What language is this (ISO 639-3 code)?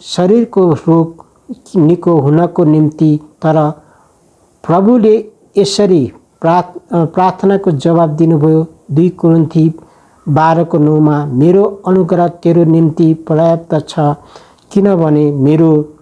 nep